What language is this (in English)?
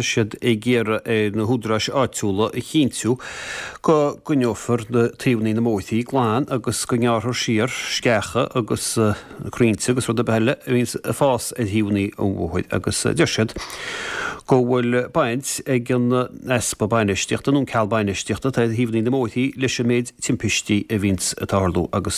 Irish